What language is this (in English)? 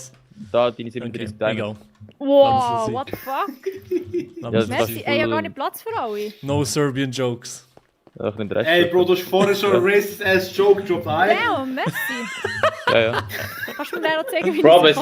Swiss German